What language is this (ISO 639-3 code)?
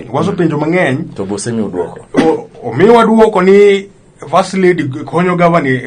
luo